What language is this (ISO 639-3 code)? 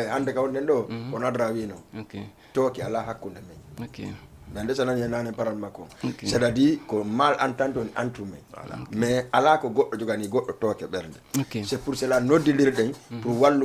ful